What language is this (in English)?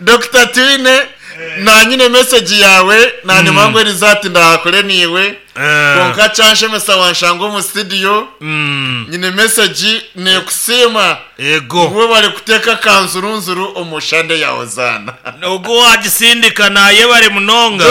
Nyankole